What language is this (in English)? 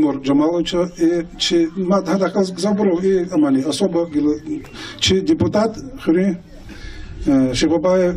Lezghian